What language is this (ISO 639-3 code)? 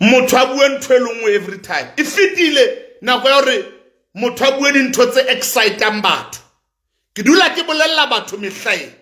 sot